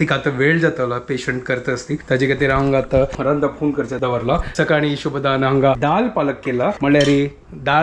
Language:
Konkani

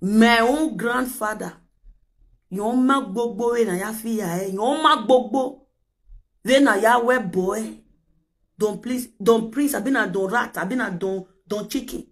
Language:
Nigerian Pidgin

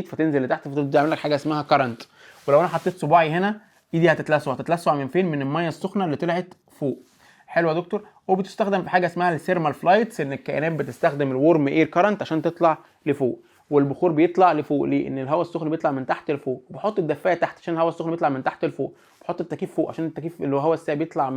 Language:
Egyptian Arabic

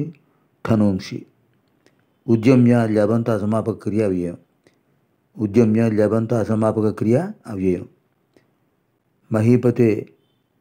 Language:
Telugu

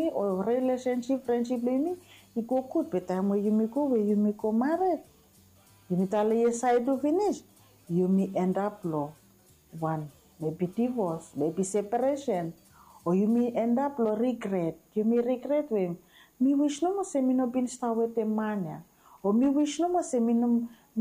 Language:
Bislama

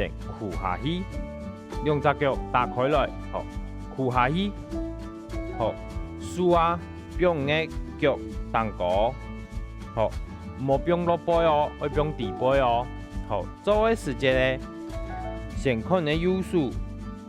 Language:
Hakka Chinese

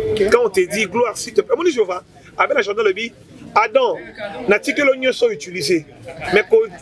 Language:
Lingala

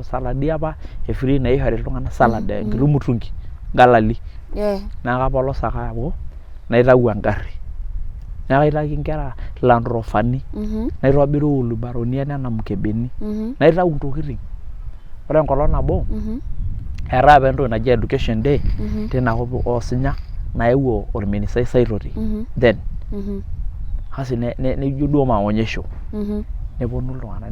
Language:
Masai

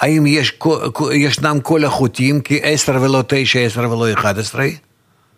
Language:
Hebrew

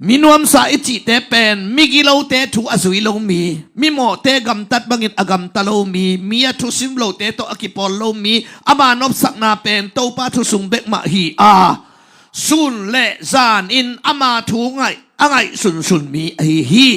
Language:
Tedim Chin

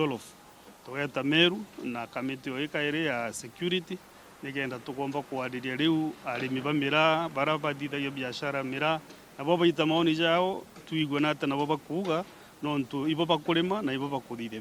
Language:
Meru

